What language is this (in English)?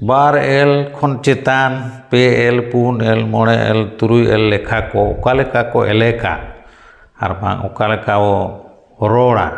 Santali